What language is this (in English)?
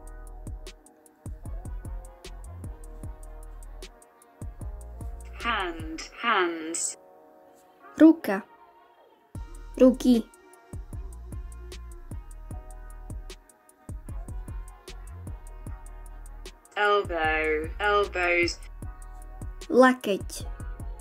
Slovak